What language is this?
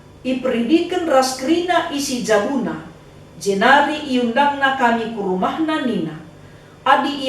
Batak Karo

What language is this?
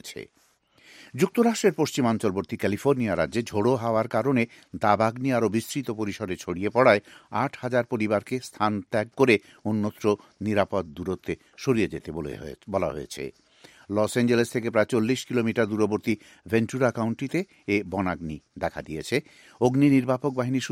Bangla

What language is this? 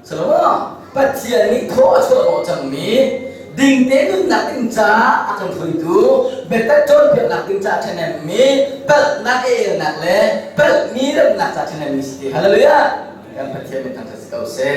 Hakha Chin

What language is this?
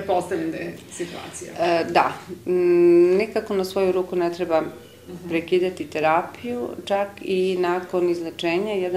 Serbian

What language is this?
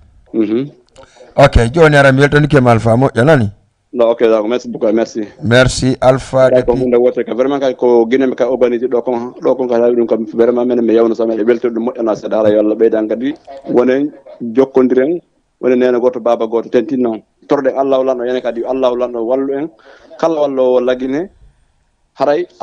Fula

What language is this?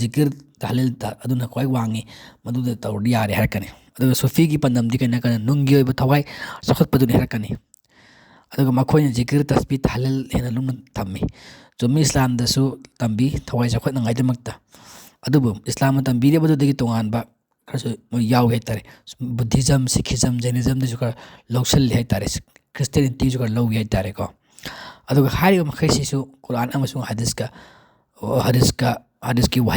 Manipuri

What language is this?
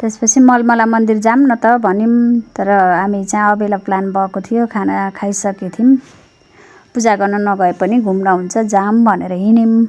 Nepali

